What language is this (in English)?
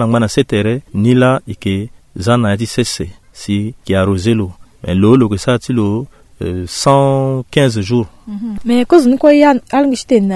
Sango